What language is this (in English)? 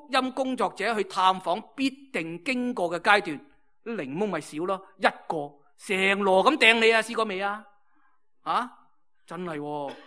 Cantonese